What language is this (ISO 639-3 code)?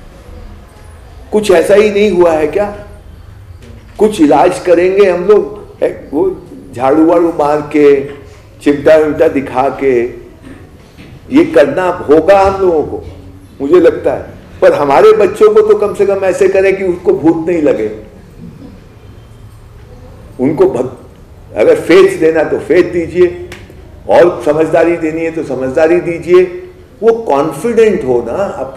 hin